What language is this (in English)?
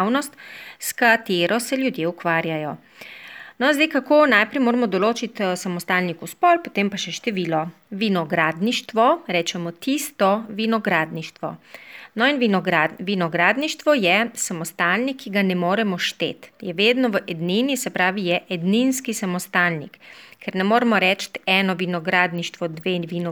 Slovenian